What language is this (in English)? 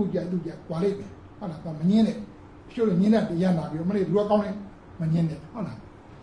Burmese